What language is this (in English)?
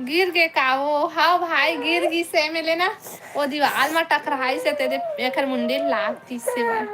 Chhattisgarhi